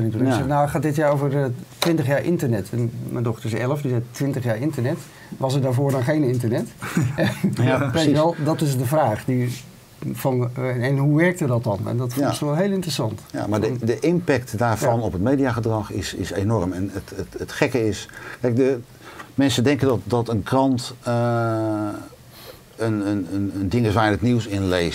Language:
Dutch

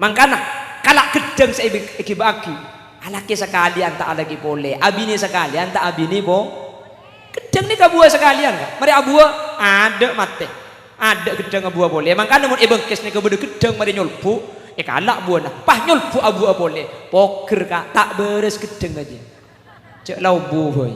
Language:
Madurese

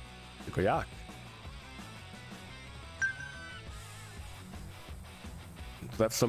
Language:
Polish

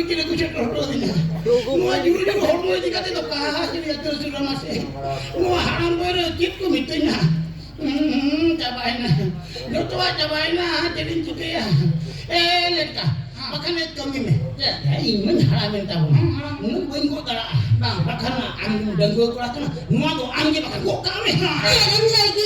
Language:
Santali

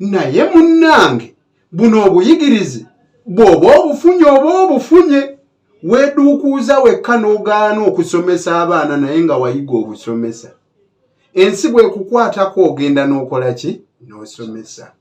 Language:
Ganda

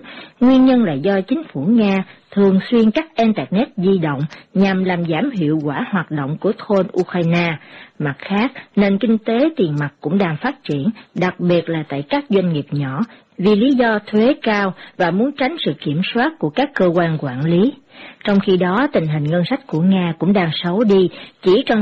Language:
Vietnamese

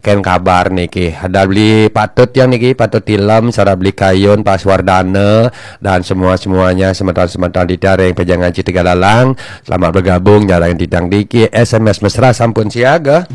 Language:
Balinese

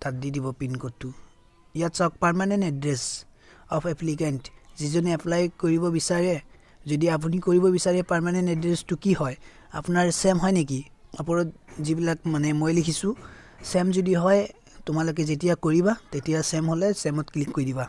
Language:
Assamese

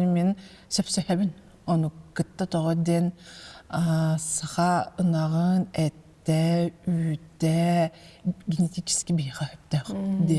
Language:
Yakut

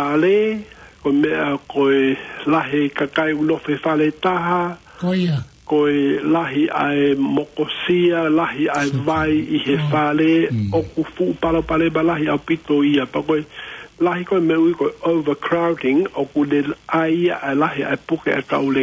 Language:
Tongan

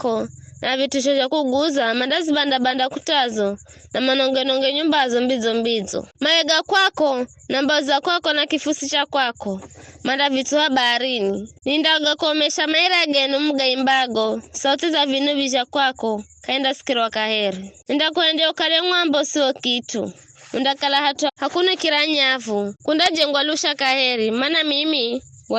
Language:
Giryama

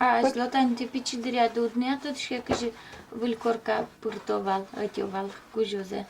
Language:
Udmurt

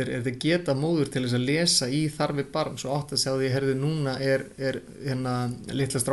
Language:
Icelandic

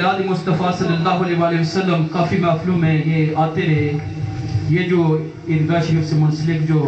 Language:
Urdu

